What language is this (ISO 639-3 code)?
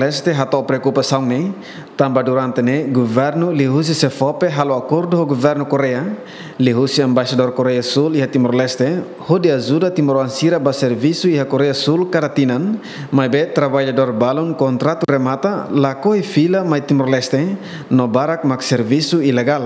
tet